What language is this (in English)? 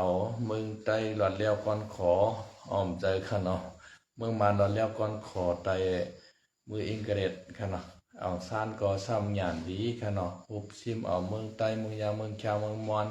Shan